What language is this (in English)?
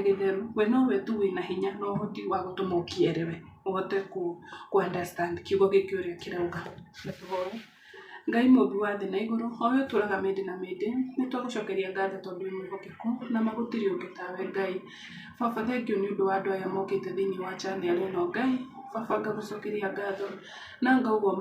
Kikuyu